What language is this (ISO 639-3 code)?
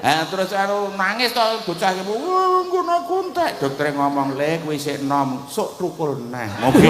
jav